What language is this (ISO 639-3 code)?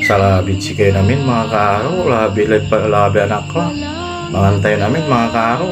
pag